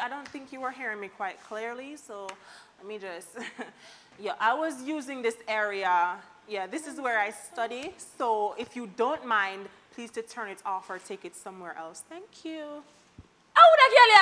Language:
Jamaican Creole English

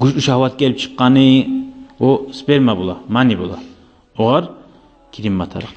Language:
Kumyk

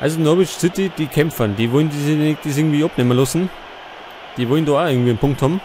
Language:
Bavarian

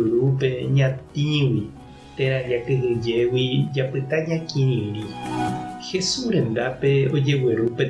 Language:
Guarani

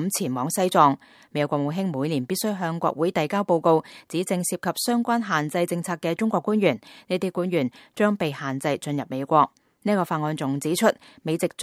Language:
Cantonese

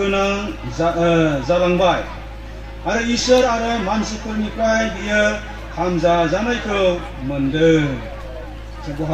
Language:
Bodo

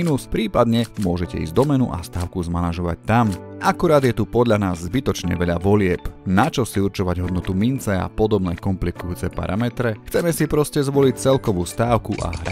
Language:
Slovak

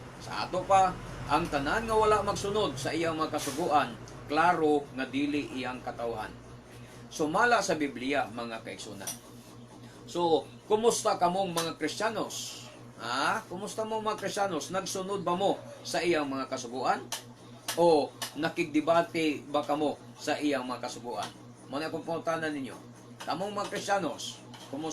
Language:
Cebuano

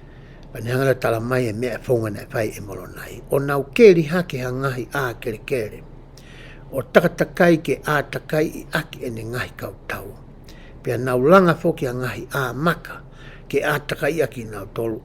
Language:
Tongan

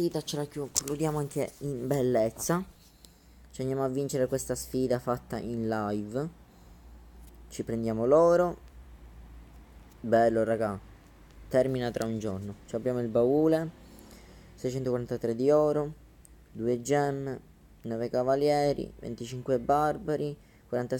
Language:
Italian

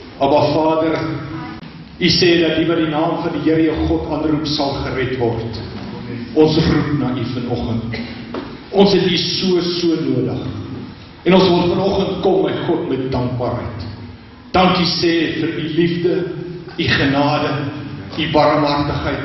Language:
Afrikaans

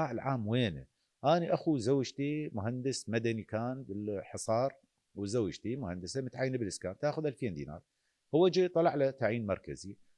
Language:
Mesopotamian Arabic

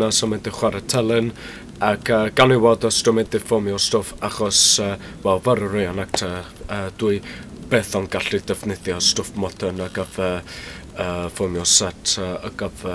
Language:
Welsh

